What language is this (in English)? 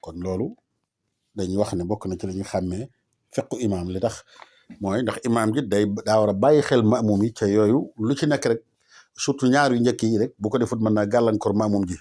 Wolof